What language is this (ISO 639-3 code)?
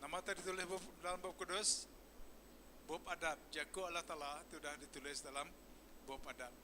iba